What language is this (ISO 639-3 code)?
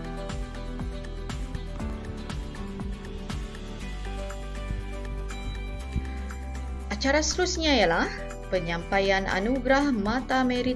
msa